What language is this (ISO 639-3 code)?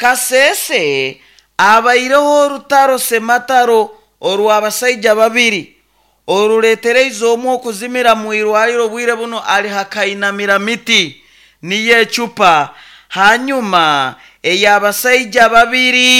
nyo